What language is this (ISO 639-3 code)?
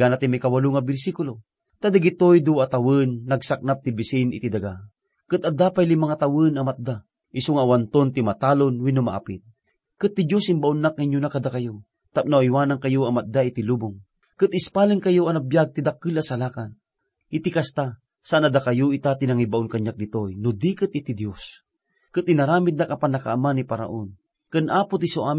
ilo